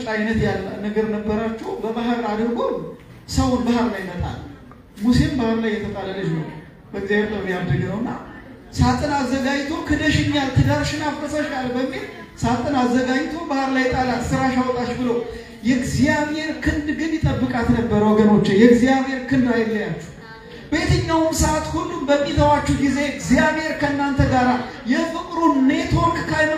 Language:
Amharic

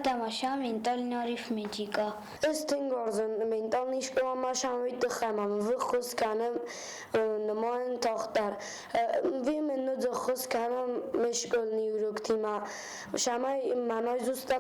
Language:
Ossetic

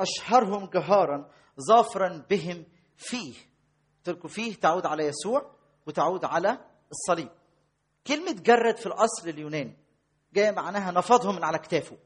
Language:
Egyptian Arabic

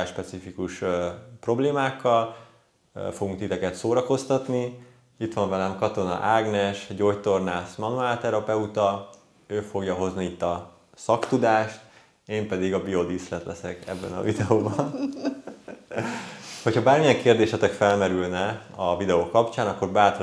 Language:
Hungarian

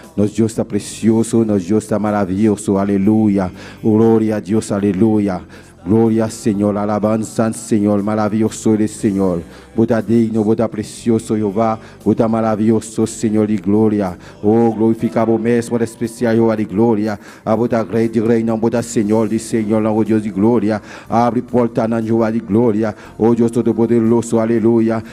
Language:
Papiamento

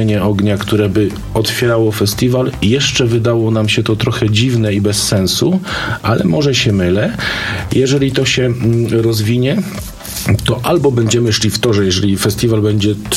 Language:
Polish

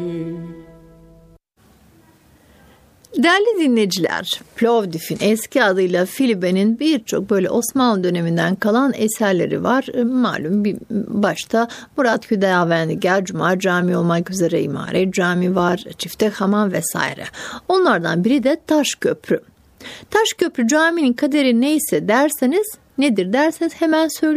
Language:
Turkish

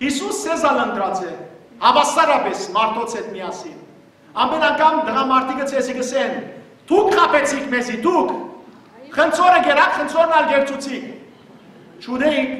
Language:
Western Armenian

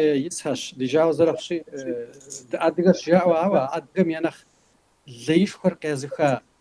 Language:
Kabardian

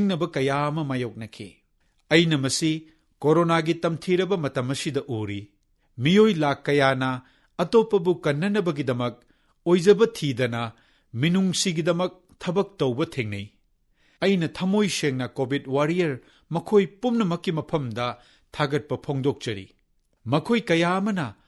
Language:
Manipuri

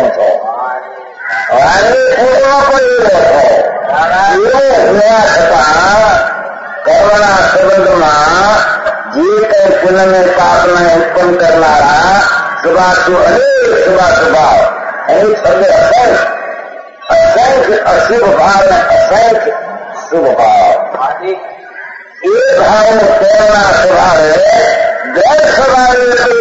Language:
Gujarati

